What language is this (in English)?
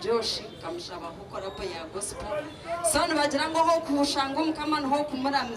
Nyankole